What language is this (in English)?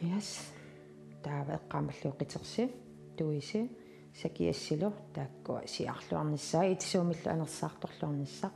Kalaallisut